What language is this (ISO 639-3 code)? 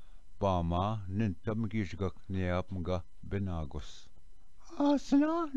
oji